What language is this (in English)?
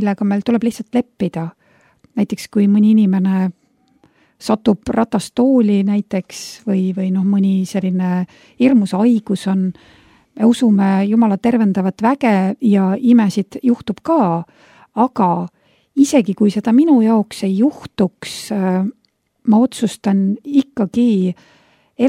Estonian